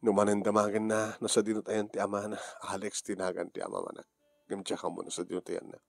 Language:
Iloko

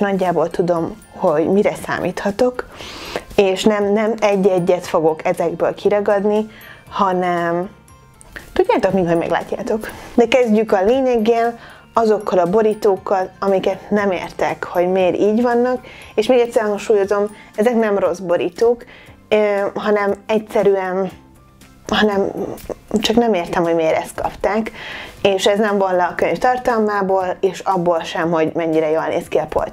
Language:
Hungarian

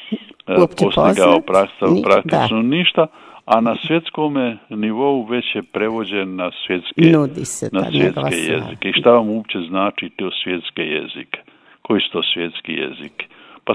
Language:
Croatian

